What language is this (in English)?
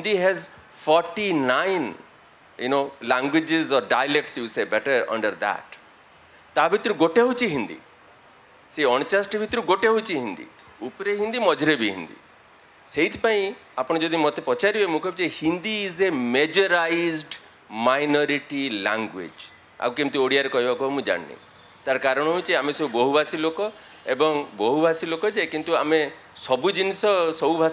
Odia